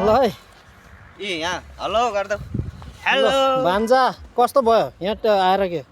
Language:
Nepali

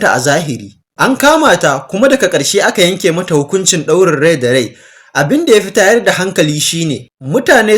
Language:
Hausa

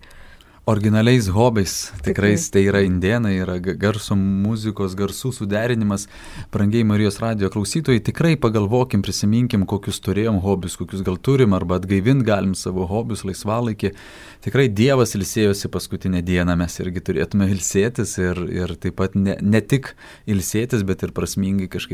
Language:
Lithuanian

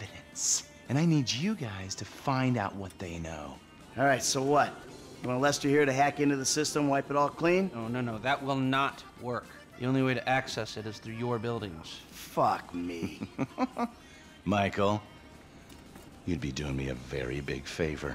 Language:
English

